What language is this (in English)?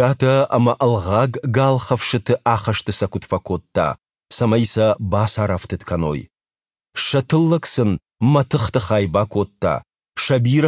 Ossetic